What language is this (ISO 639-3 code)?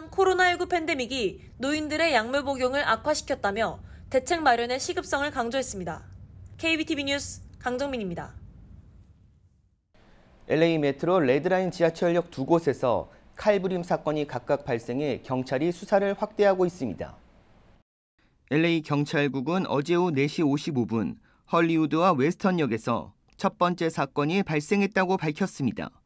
kor